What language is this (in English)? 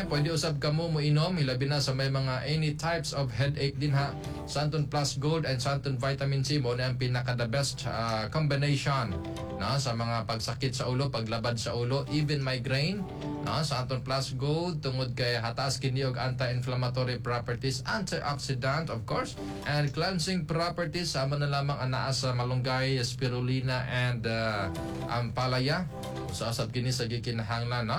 Cebuano